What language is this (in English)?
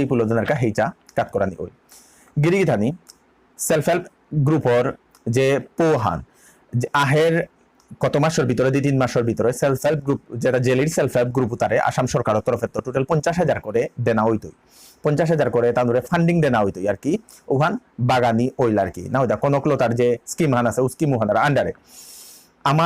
Bishnupriya